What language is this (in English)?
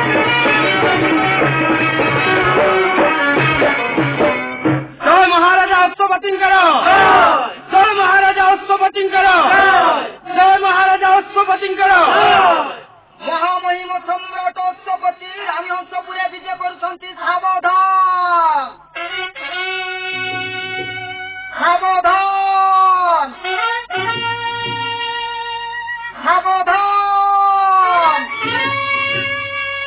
Odia